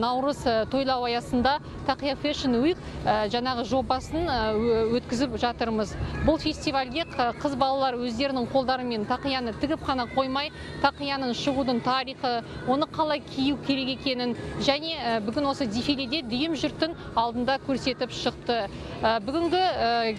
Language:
Kazakh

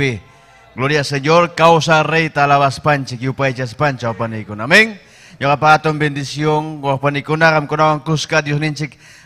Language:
Ayacucho Quechua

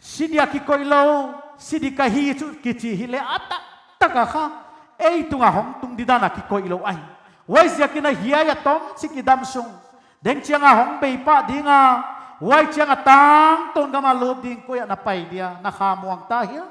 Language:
Paite Chin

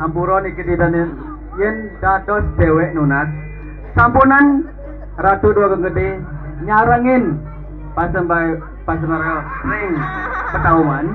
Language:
Balinese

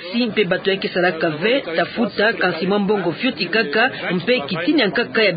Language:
Kituba (Democratic Republic of Congo)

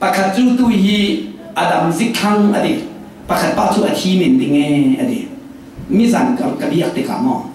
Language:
Falam Chin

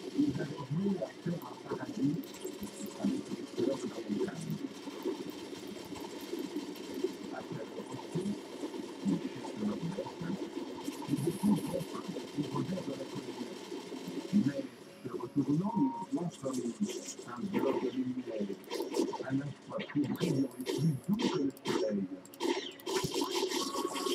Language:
French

